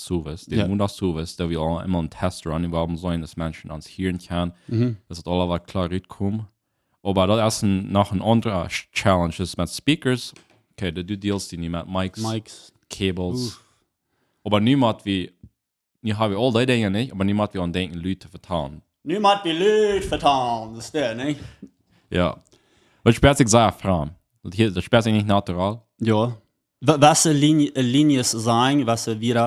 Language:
Plautdietsch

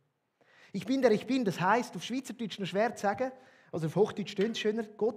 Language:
Swiss German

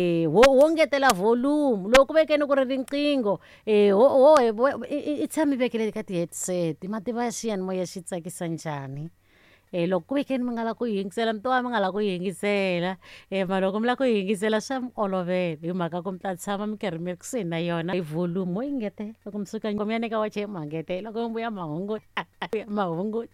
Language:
Tsonga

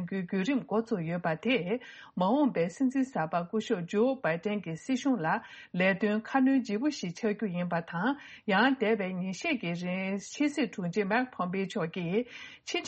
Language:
Tibetan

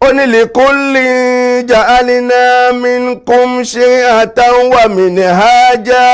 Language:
Yoruba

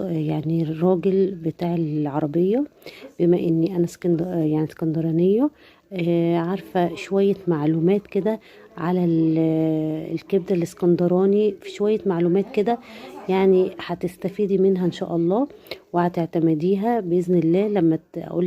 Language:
Egyptian Arabic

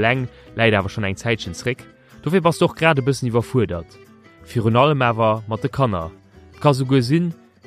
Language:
Luxembourgish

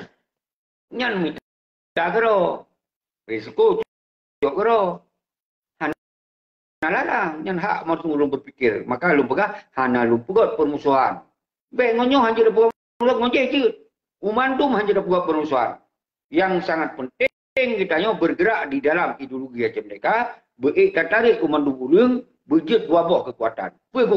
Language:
Achinese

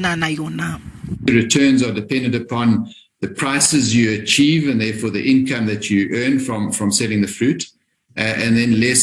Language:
Tsonga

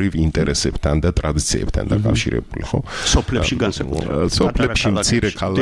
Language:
Georgian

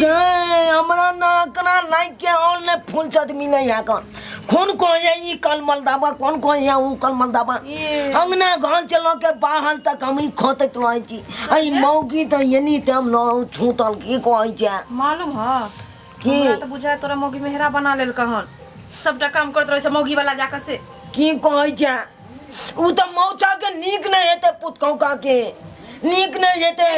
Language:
Maithili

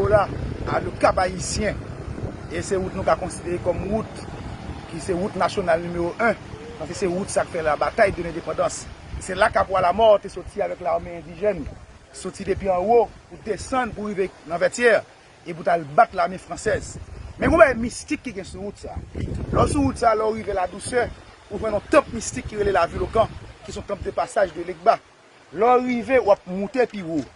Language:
Haitian Creole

